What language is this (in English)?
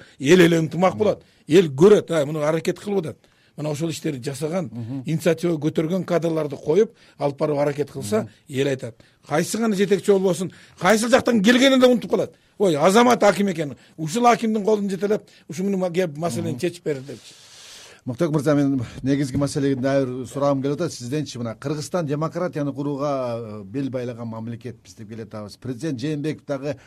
Kyrgyz